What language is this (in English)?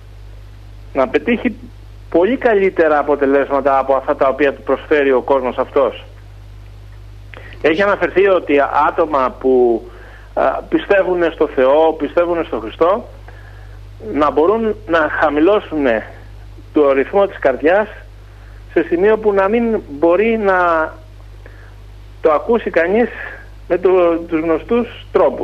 Greek